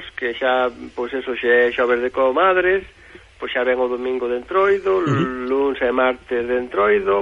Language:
Galician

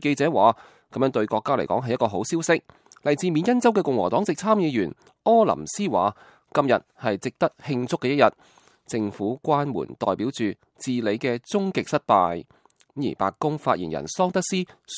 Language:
Cantonese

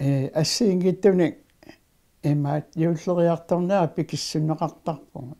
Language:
Kalaallisut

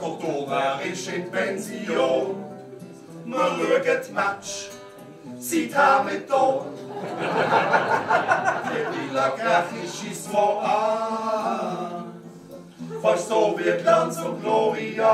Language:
Swiss German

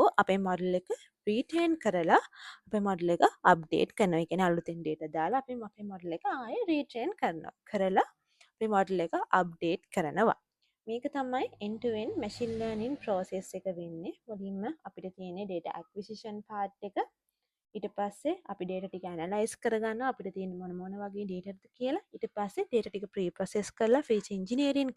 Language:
Sinhala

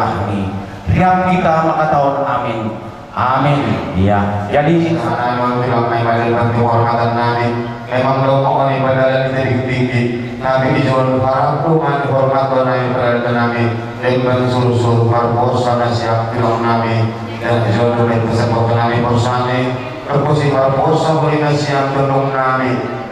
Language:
Batak Simalungun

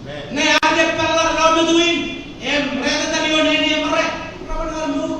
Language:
Marshallese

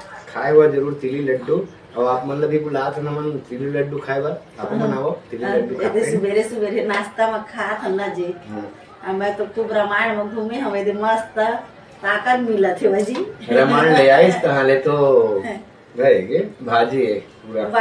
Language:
Chhattisgarhi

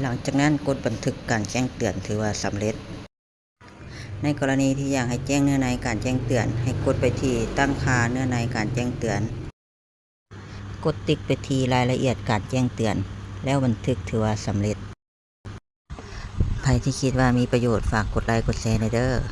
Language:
Lao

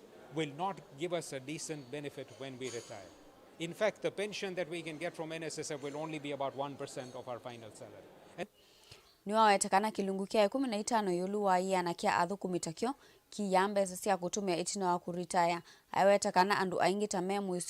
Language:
Kamba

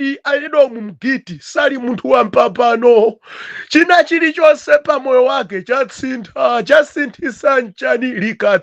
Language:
Nyanja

